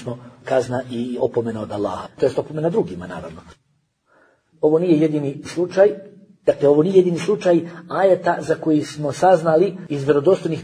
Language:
Bosnian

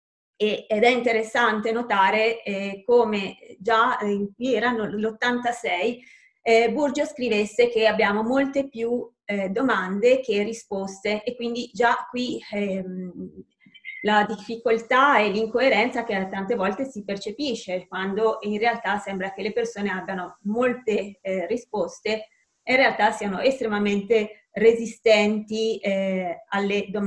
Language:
Italian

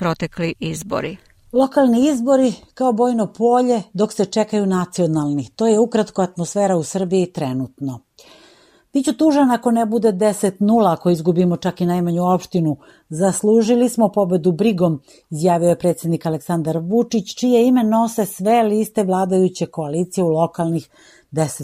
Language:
Serbian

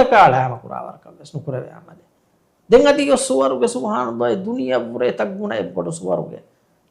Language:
Divehi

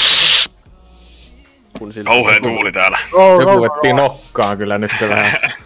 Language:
Finnish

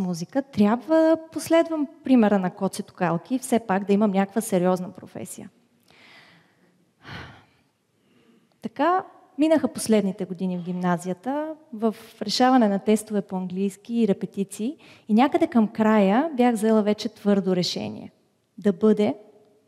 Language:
Bulgarian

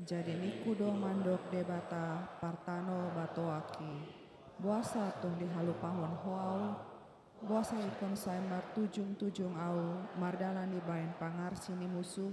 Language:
Batak Toba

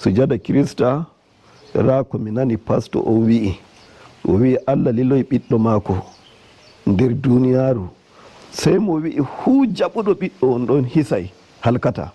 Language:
Nigerian Fulfulde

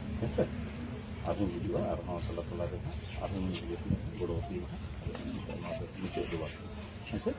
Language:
Santali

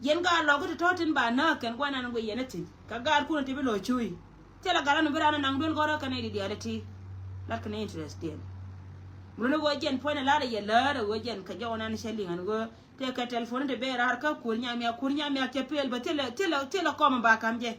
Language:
Nuer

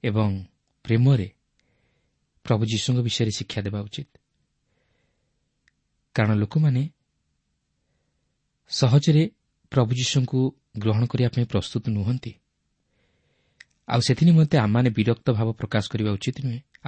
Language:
Odia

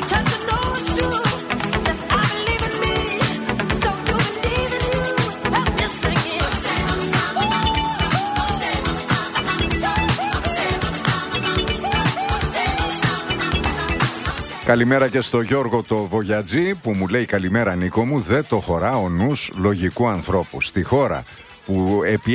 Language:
Greek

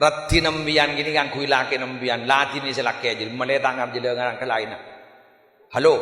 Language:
Madurese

